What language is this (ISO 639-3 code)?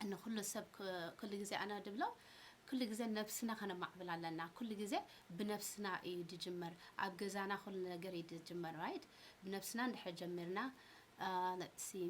tir